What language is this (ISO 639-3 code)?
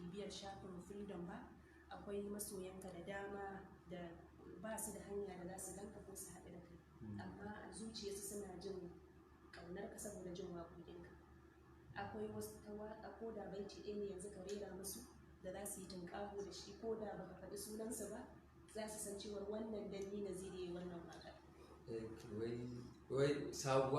hau